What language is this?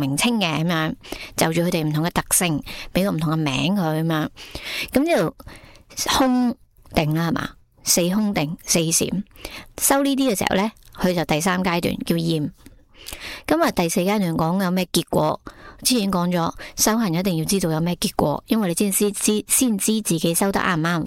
Cantonese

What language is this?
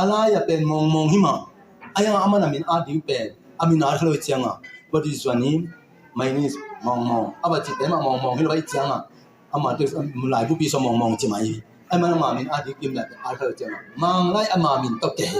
Tedim Chin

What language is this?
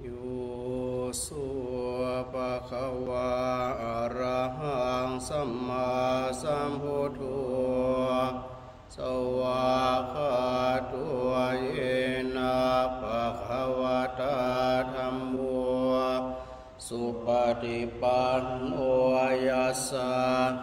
Pali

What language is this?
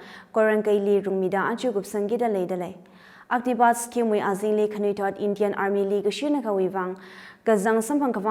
Tangkhul Naga (India)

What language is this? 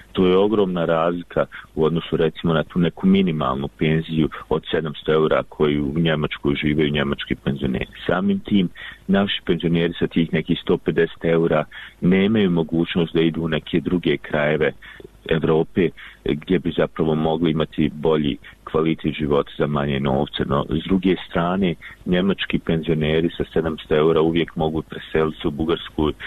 Bosnian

